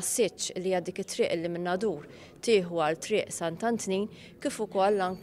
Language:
Maltese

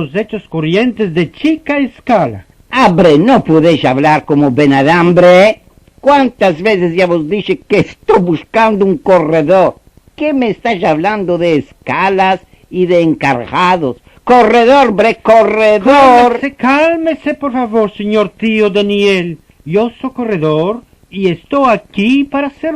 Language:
Ladino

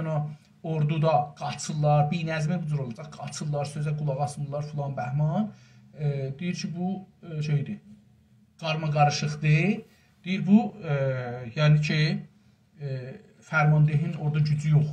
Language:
South Azerbaijani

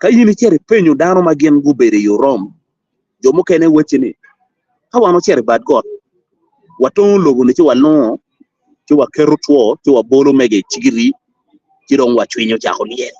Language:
Acoli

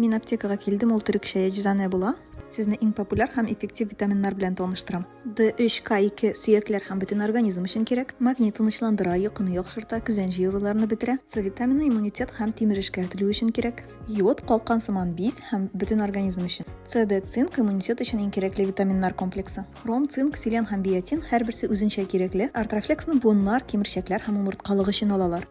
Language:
Tatar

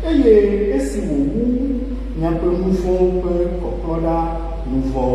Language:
Ewe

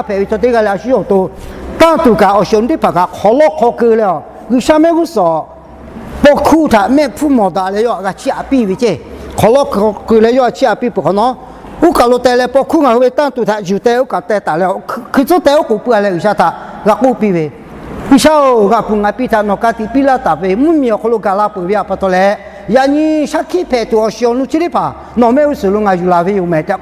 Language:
Lahu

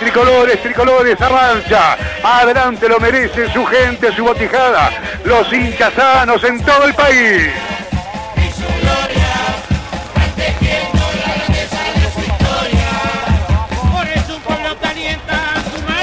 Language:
Spanish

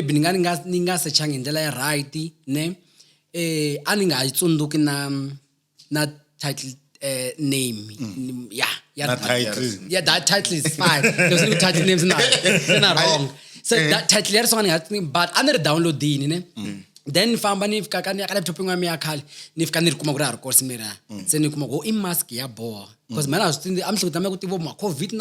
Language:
Tsonga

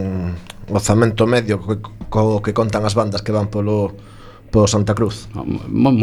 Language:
Galician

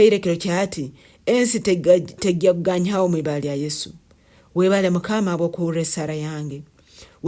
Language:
Nyankole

